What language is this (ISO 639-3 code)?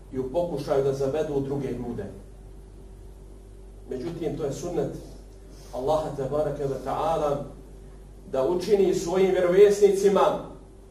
bos